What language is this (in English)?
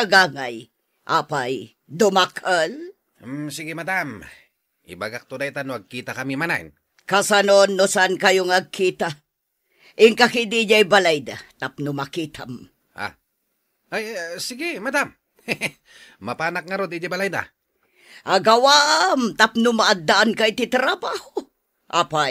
Iloko